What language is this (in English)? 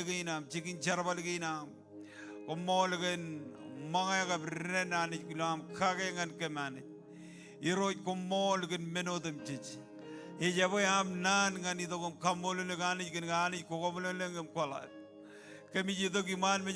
Marshallese